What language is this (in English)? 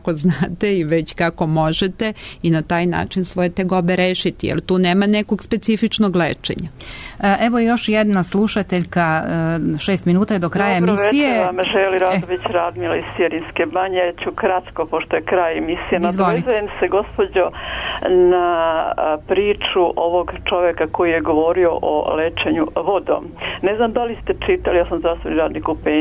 Serbian